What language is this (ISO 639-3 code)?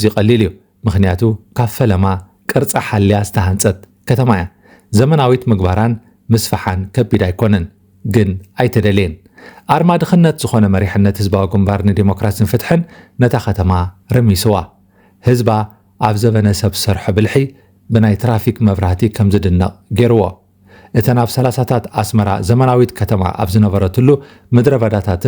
tir